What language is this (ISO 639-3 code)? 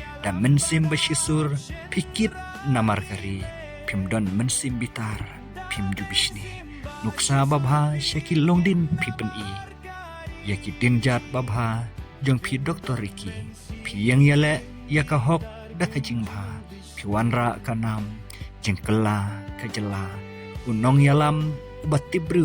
kha